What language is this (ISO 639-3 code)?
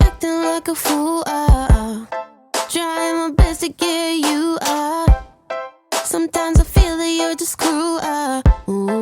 bjn